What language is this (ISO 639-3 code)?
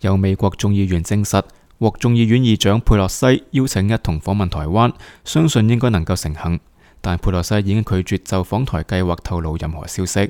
yue